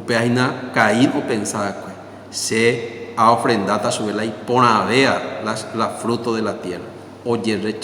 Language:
Guarani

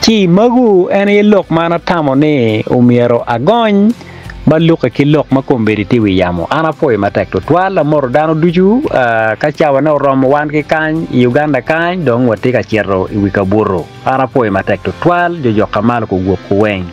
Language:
Acoli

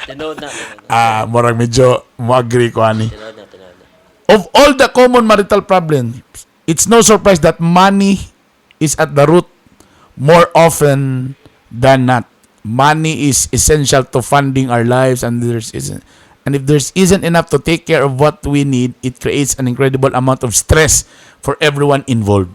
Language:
Cebuano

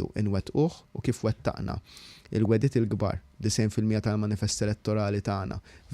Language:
Maltese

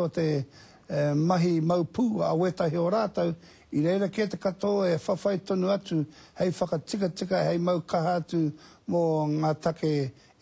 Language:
Māori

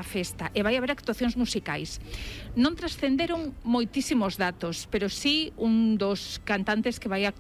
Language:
Galician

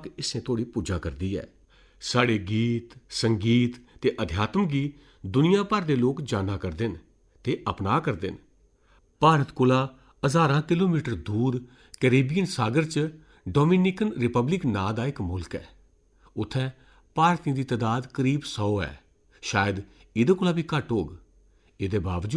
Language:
Dogri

